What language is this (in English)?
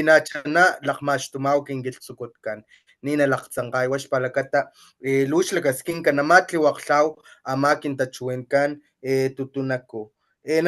Papantla Totonac